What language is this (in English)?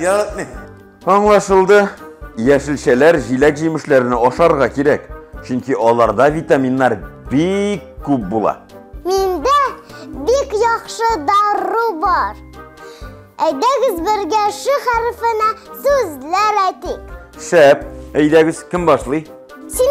Tatar